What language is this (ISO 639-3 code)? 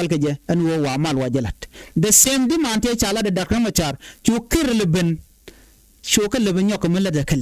nus